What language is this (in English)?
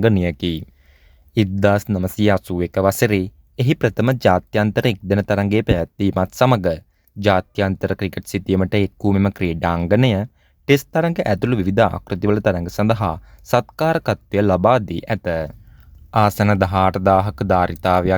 Sinhala